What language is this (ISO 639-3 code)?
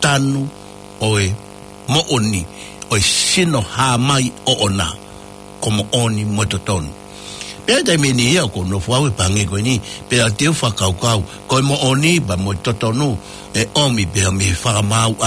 ton